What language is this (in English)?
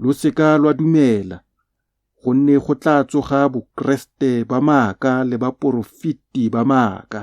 Tswana